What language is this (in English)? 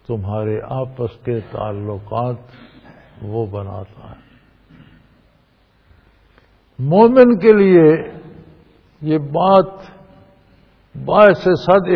Urdu